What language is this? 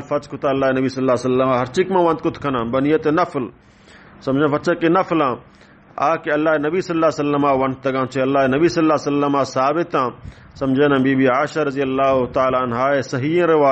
Baluchi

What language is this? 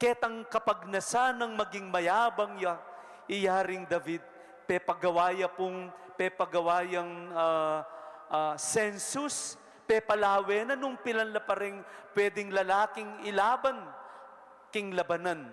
Pampanga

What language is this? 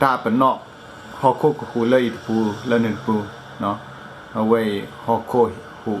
S'gaw Karen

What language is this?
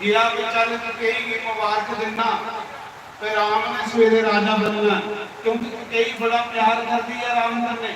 Dogri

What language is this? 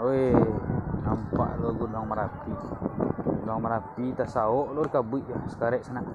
Minangkabau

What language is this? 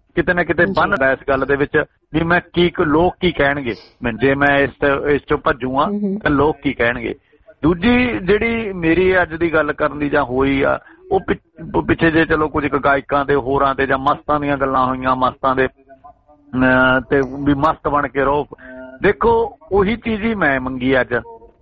Punjabi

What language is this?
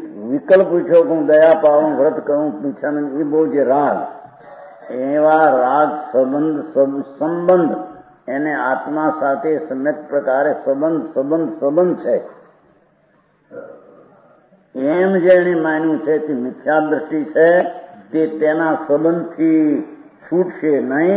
Gujarati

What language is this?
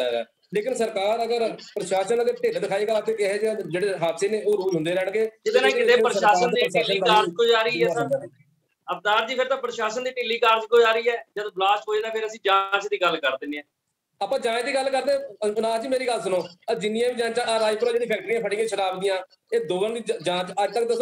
Punjabi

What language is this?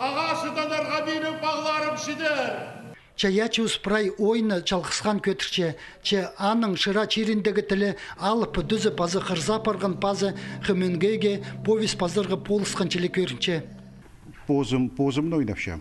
Khakas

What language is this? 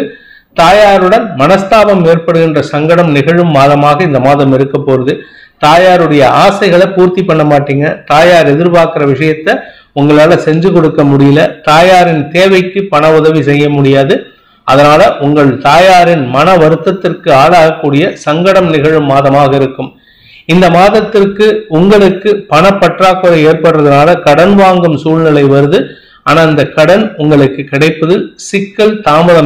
Tamil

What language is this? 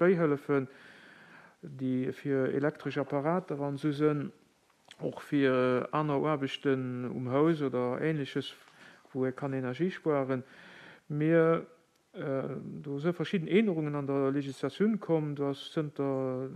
Luxembourgish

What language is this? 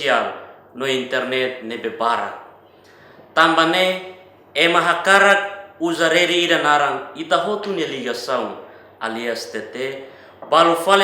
Tetum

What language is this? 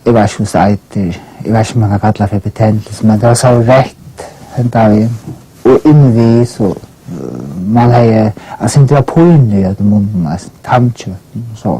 Faroese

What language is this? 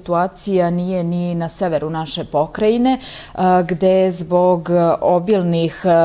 Serbian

